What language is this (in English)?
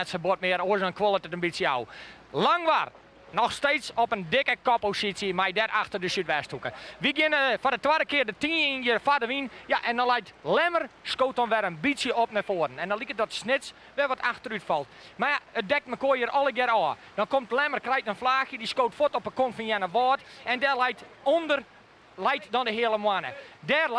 Western Frisian